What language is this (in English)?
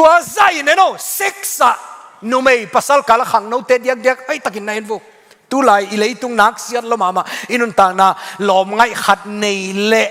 Tedim Chin